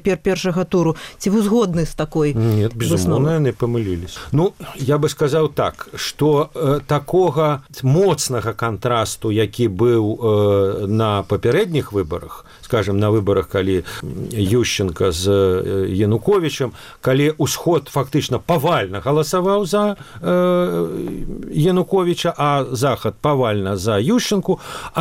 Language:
Belarusian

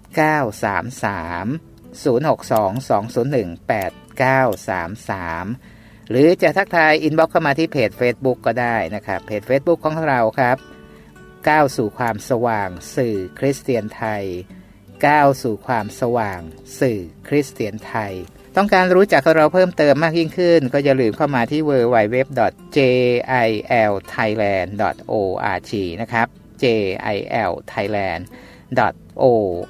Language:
Thai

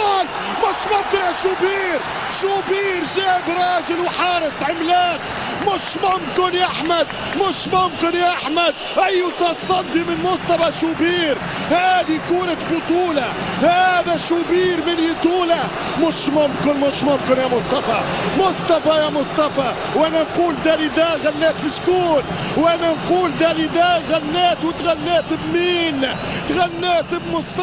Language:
Egyptian Arabic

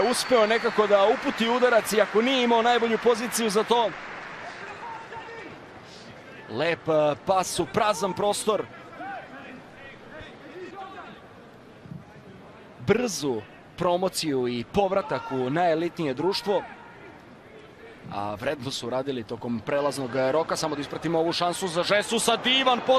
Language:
Serbian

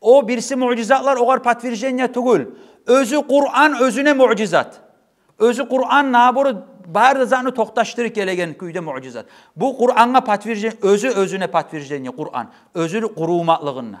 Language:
Kumyk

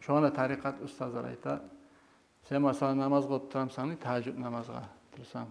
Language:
Kumyk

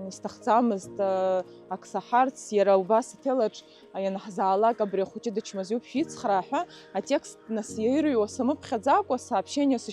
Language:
Abkhazian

